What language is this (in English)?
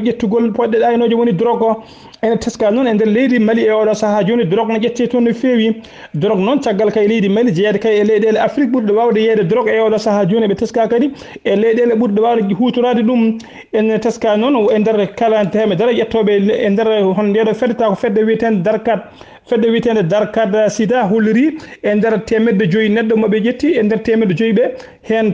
Fula